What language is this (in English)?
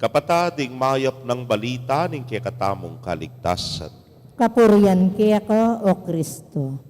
Pampanga